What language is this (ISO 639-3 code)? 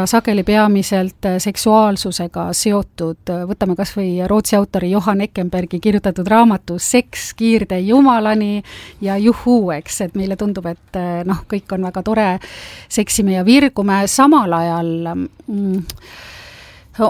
est